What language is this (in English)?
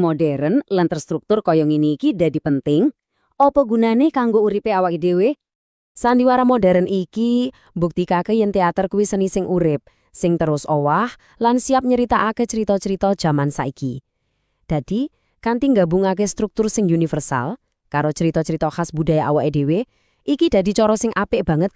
Javanese